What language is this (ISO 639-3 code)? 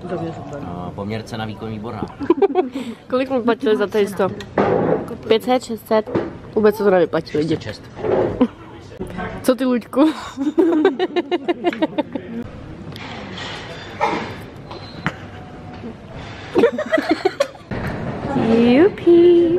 ces